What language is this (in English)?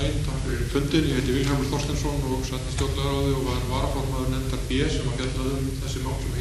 Icelandic